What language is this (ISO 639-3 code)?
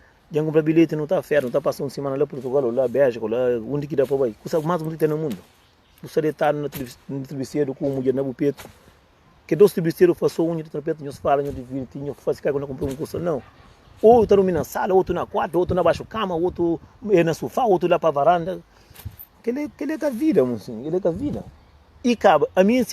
kea